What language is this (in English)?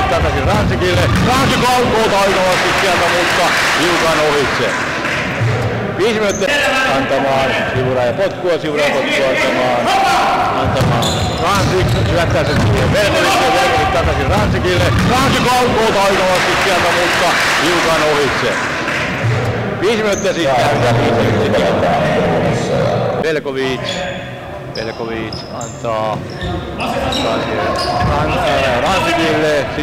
Finnish